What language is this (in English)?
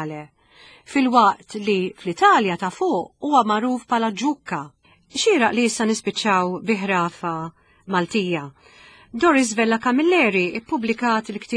Maltese